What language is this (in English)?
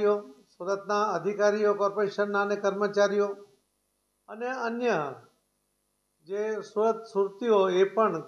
Gujarati